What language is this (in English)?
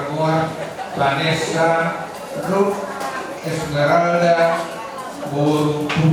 Batak Toba